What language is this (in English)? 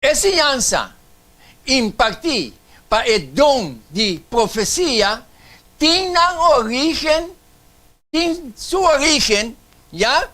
Papiamento